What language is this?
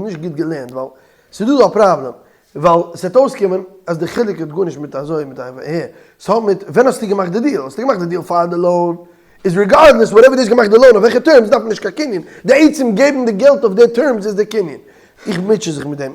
Yiddish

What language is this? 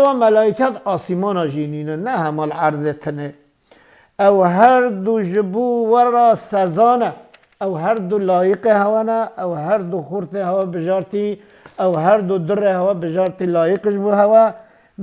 Kurdish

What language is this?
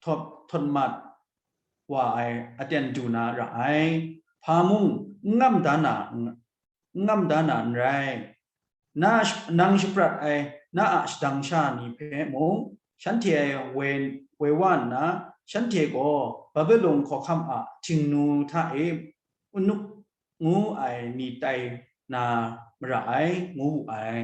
Kachin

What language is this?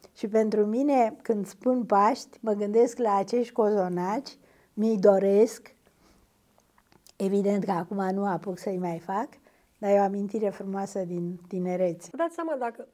Romanian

